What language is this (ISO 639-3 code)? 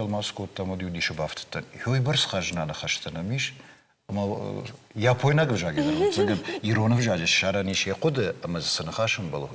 oss